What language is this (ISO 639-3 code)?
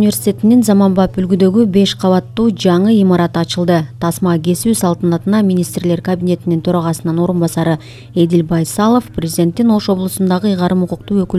kir